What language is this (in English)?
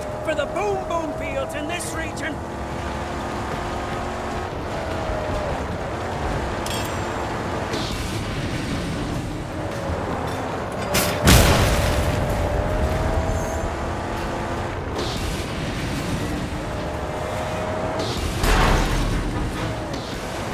English